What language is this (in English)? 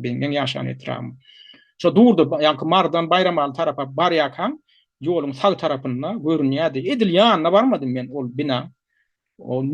Turkmen